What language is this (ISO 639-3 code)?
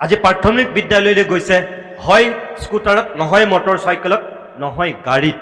asm